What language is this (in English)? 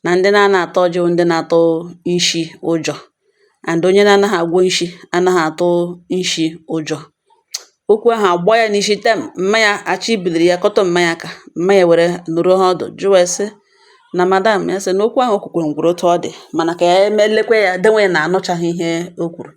Igbo